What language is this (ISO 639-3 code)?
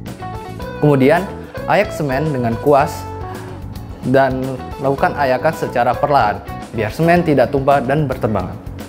ind